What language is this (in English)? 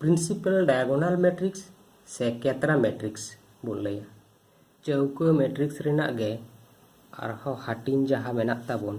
Santali